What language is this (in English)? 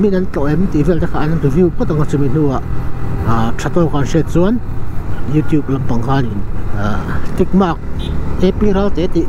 Mizo